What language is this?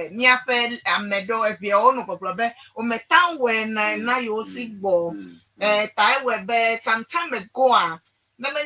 Ewe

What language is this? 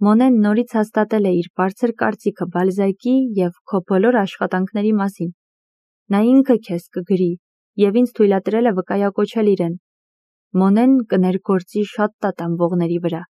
Armenian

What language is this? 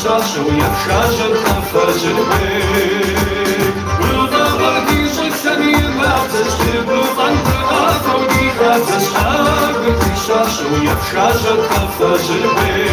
Kabardian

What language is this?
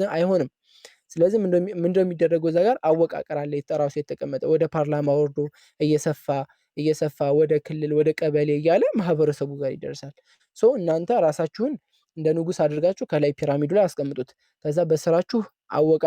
Amharic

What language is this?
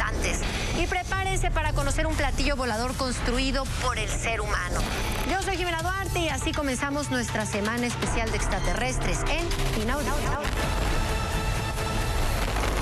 Spanish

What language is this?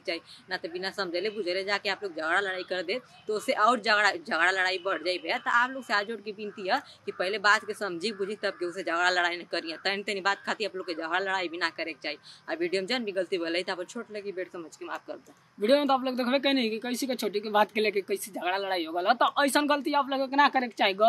Bhojpuri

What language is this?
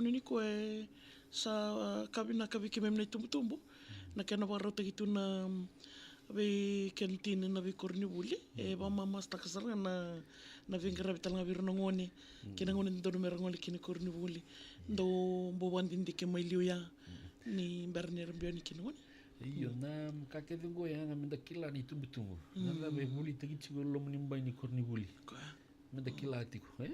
Fijian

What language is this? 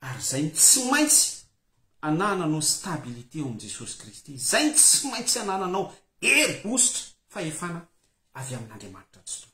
Malagasy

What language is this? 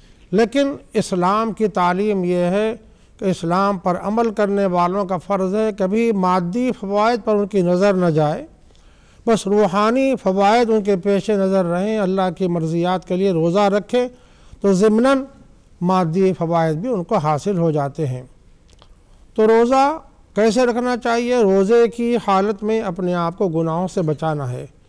Urdu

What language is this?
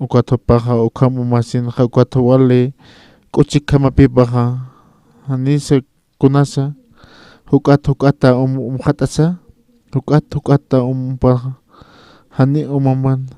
Aymara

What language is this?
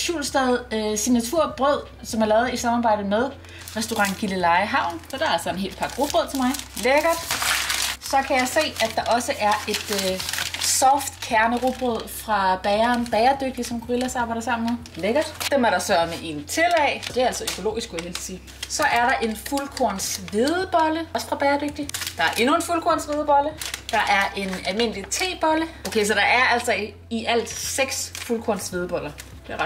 Danish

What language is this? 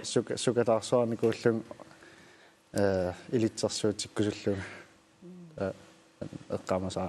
Kalaallisut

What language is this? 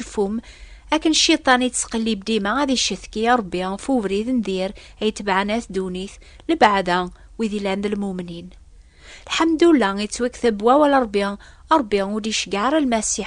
Kabyle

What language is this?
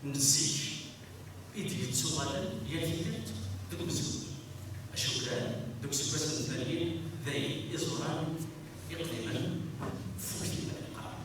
Kabyle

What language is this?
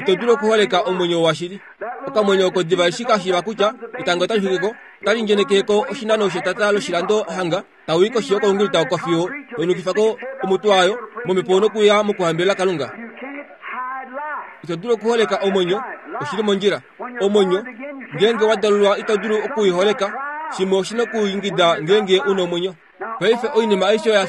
Kuanyama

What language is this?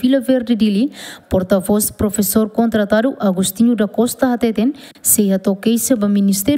Tetum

